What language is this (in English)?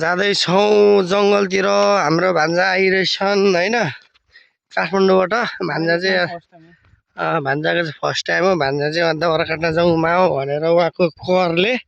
Nepali